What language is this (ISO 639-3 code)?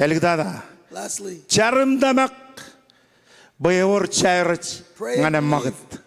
mah